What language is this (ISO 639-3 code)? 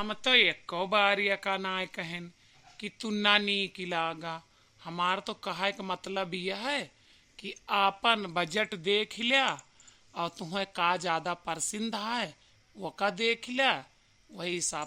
awa